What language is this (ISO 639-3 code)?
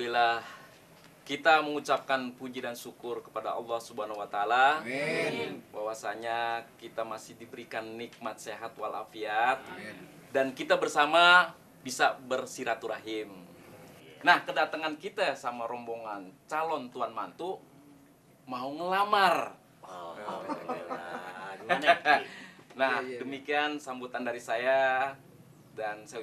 bew